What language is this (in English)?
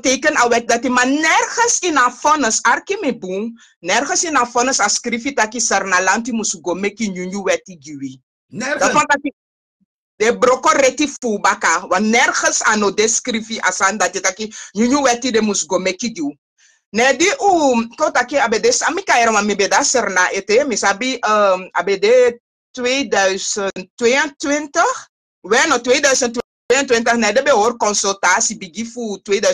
Sranan Tongo